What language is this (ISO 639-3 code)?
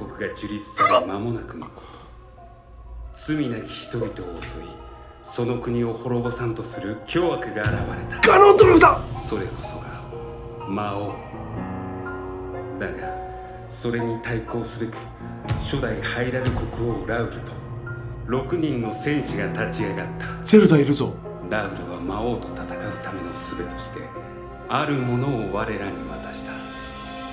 jpn